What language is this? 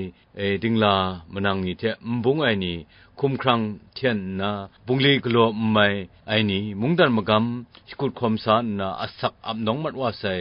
Kachin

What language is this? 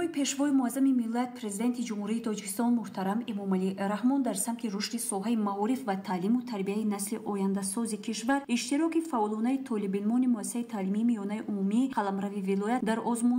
Tajik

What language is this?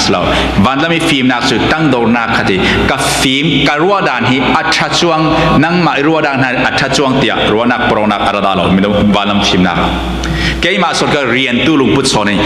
Falam Chin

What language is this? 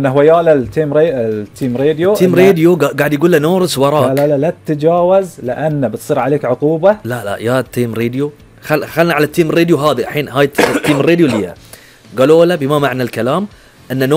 Gulf Arabic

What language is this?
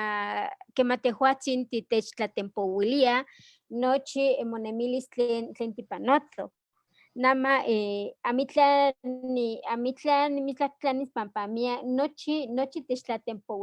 Eastern Huasteca Nahuatl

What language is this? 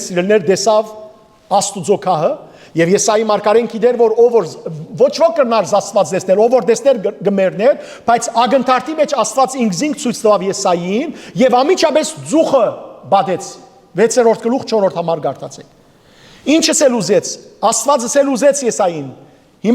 Western Armenian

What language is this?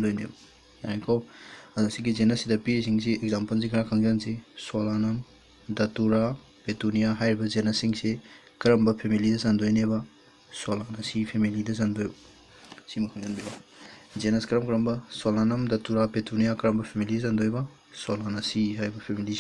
Manipuri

